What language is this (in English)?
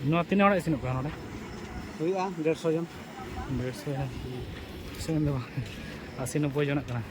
Santali